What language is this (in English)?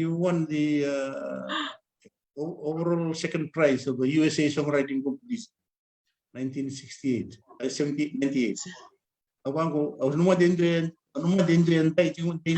Fijian